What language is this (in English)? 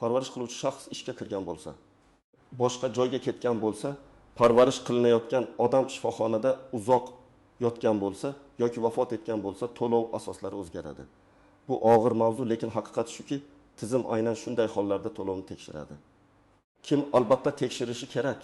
Uzbek